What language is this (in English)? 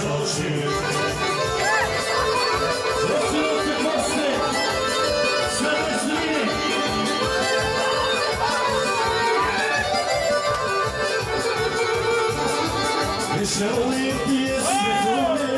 Croatian